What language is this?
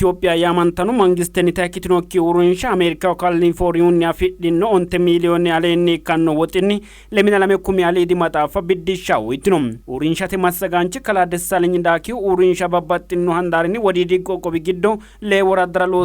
Sidamo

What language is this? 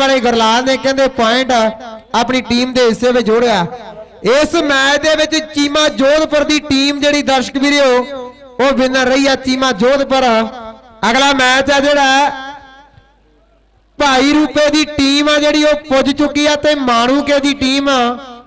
Punjabi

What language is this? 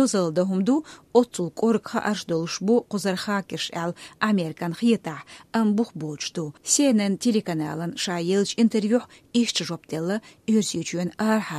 Chechen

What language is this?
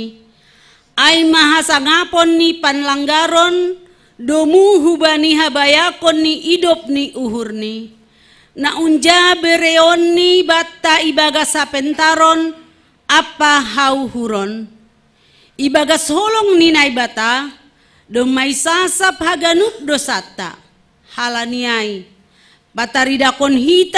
Batak Simalungun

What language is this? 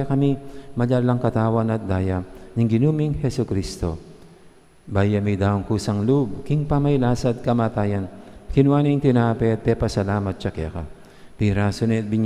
Pampanga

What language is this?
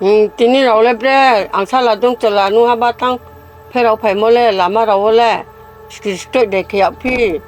Riang (India)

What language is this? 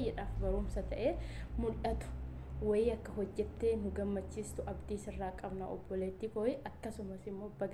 Oromo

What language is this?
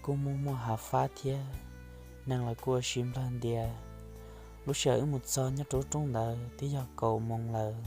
Hmong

